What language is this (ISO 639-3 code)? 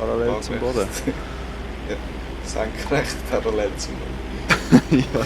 gsw